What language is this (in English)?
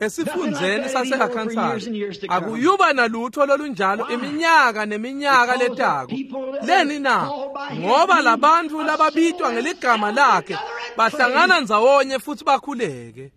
Swati